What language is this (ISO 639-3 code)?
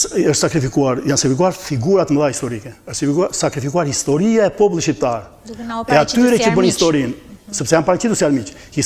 sqi